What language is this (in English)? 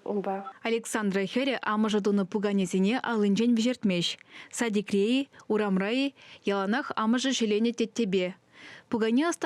Chuvash